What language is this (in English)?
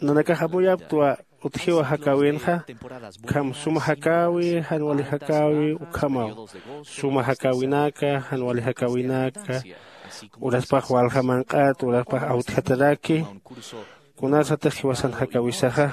Aymara